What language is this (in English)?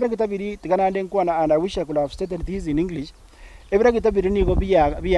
Gusii